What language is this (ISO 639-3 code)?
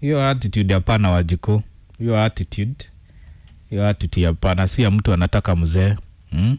kik